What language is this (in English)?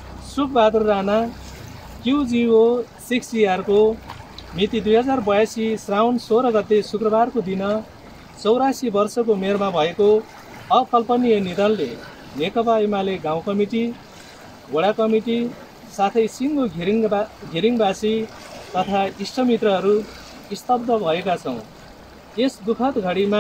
Nepali